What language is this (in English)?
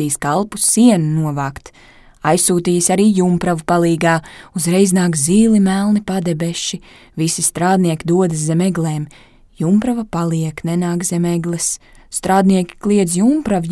Latvian